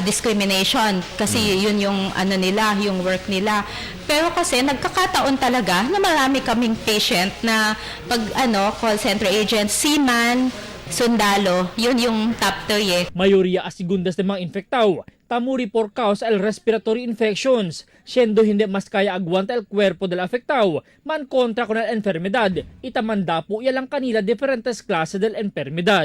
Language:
Chavacano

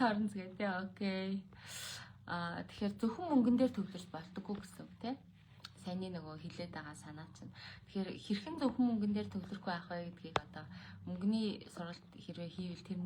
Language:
Mongolian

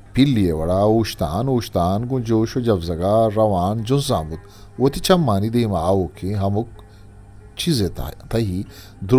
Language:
Eastern Balochi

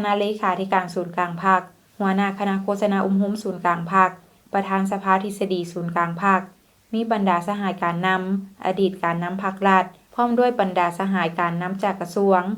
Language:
Lao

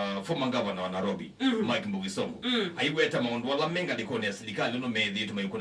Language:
Kamba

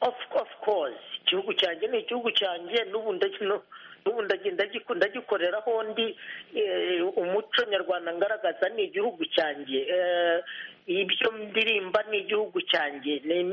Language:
Kinyarwanda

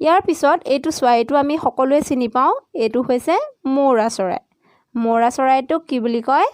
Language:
Assamese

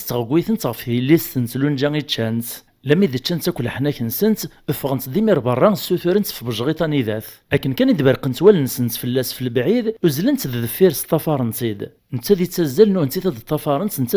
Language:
Kabyle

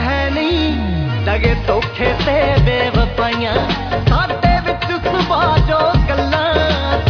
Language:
Punjabi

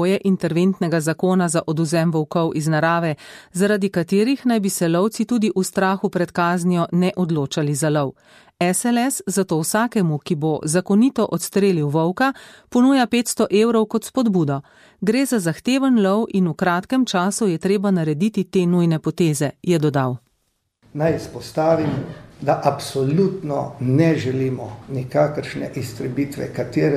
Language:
Slovenian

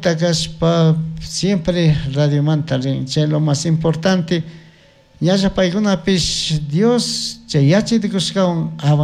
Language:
Chimborazo Highland Quichua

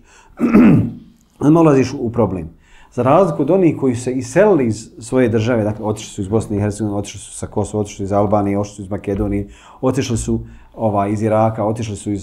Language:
Bosnian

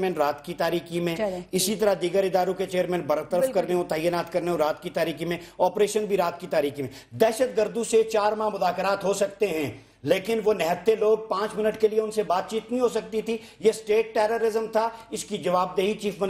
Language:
Urdu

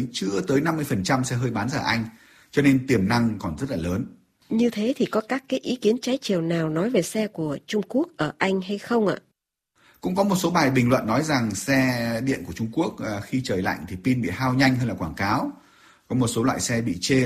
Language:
Vietnamese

